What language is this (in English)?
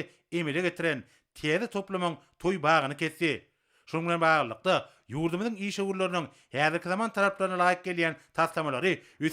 Turkmen